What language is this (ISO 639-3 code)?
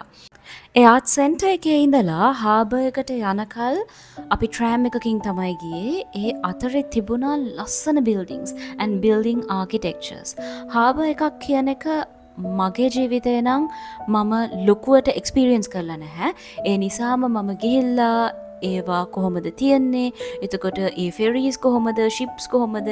sin